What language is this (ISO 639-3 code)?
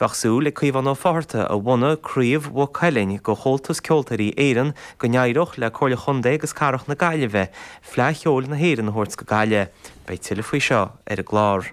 gle